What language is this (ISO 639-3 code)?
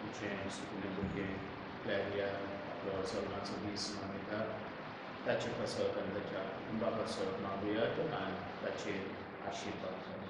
kok